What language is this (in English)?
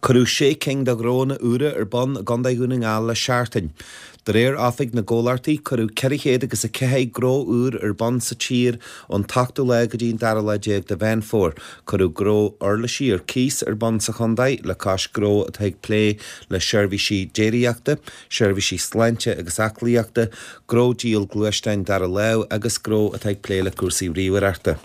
Irish